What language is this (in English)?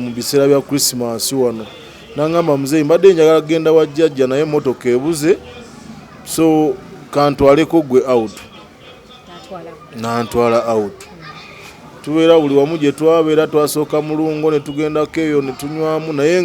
Ganda